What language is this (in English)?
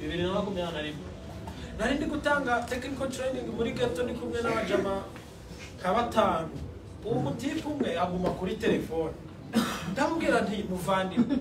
Kinyarwanda